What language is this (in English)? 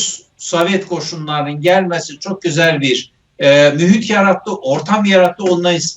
South Azerbaijani